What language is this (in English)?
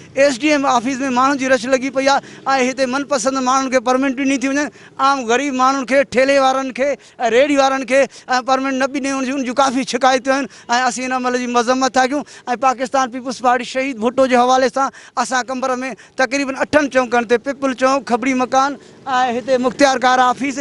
Sindhi